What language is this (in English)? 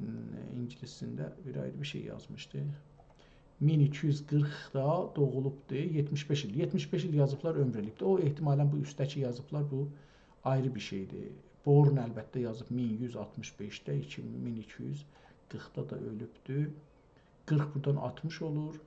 South Azerbaijani